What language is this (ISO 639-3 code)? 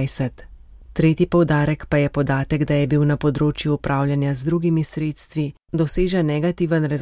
slv